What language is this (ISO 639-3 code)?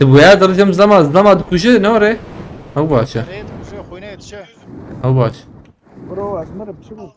kur